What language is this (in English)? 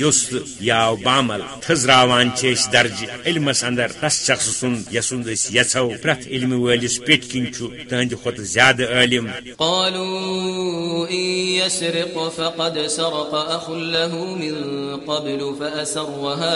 Kashmiri